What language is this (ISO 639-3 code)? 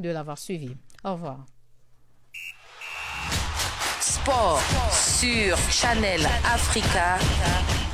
fra